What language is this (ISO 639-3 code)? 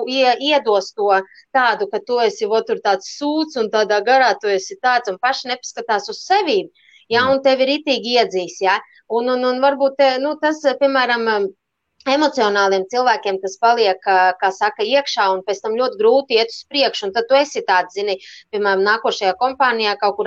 lav